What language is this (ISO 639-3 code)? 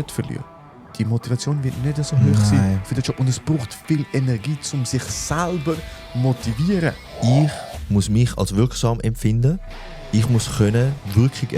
gsw